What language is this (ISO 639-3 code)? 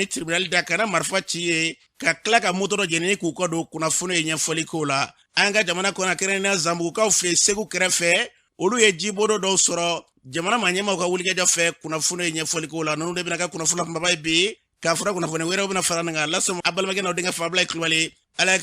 bam